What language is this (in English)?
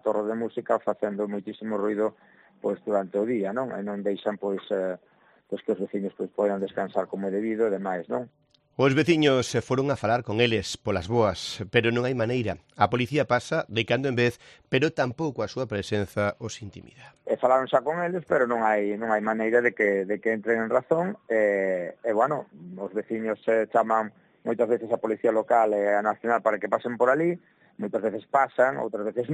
Galician